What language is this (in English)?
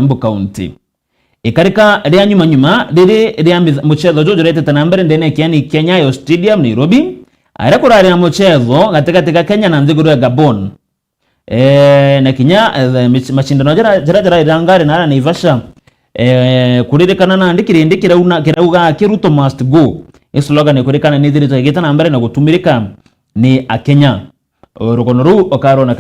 Meru